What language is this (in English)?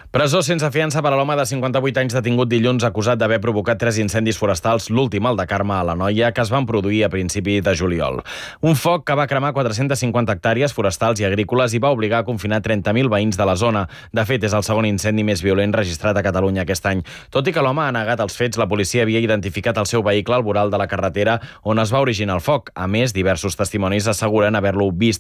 Catalan